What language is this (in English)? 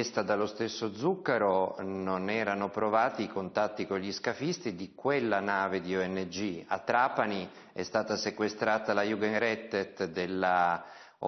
Italian